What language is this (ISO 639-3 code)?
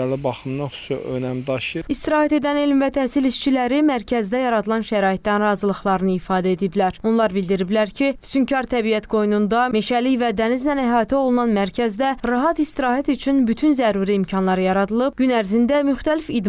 aze